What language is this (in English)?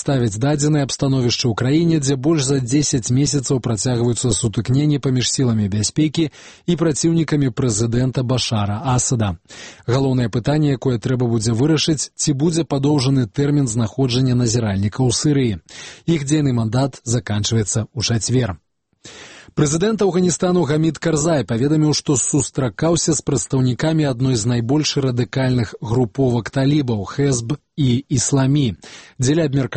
Belarusian